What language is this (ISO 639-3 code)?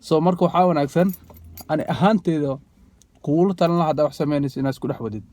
som